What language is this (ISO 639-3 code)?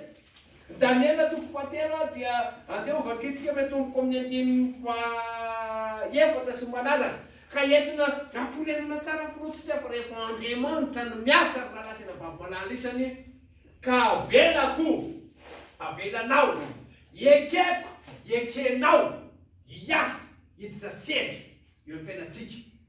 mlg